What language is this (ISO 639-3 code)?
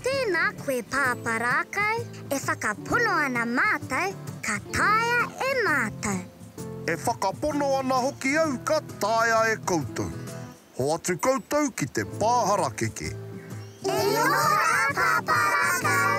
mri